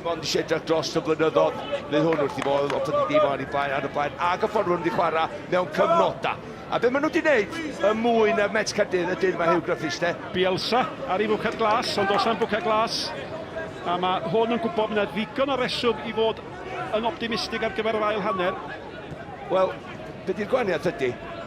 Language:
Welsh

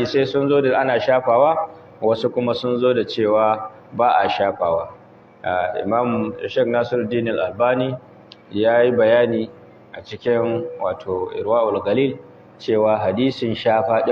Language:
Hausa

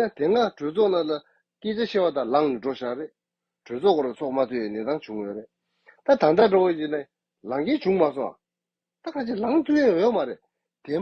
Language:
Tibetan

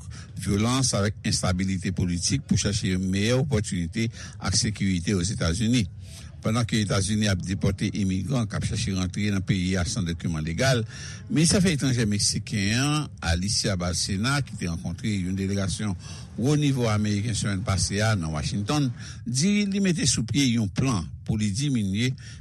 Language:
Haitian Creole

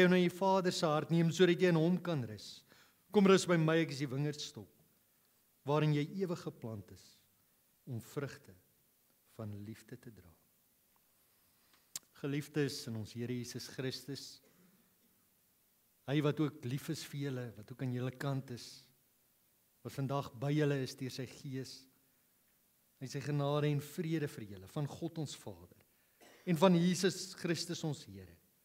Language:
Afrikaans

